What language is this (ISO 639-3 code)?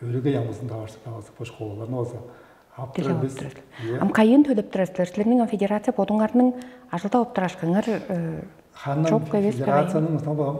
tyv